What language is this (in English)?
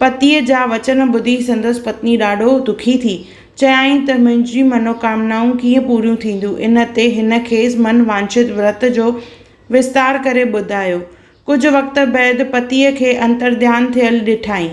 Sindhi